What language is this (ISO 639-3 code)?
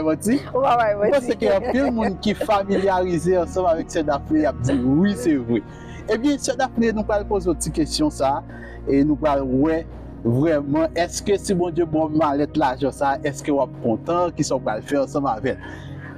hat